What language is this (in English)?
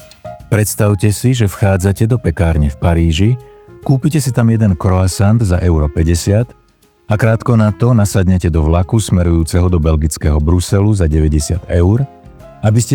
Slovak